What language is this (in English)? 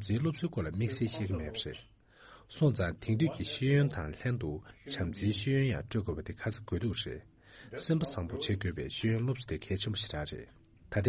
Tibetan